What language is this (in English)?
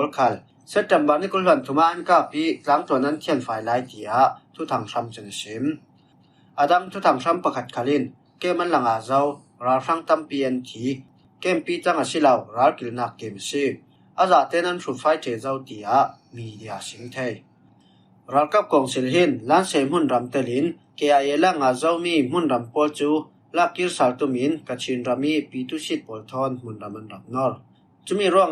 Falam Chin